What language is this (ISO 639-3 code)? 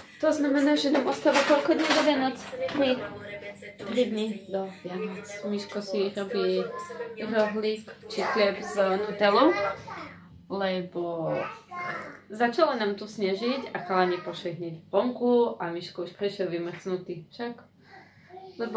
slk